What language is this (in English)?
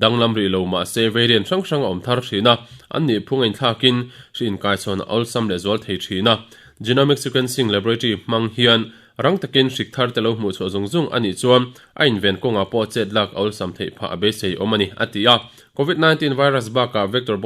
Mizo